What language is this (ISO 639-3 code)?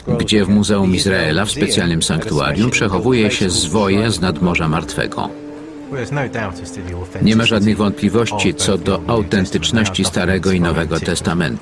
pol